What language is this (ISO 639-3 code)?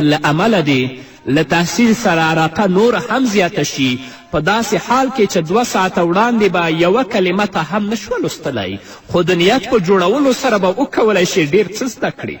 pus